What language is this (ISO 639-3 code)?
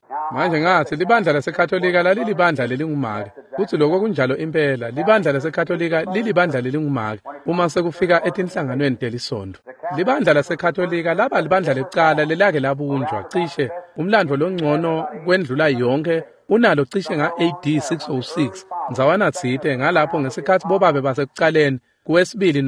ssw